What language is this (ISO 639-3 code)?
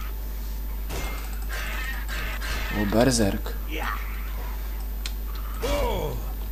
pol